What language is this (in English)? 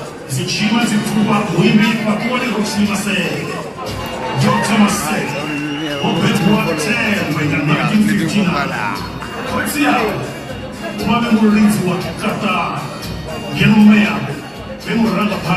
Venda